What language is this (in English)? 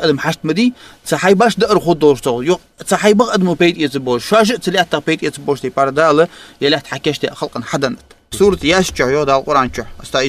Ingush